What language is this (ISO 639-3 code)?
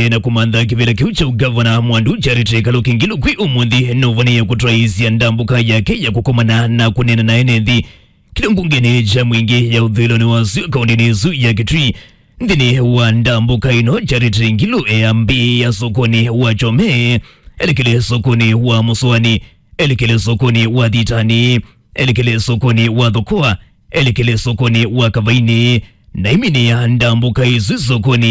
kam